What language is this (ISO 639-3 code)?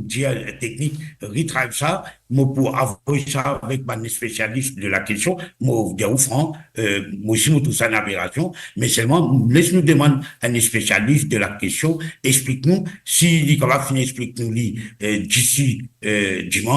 mfe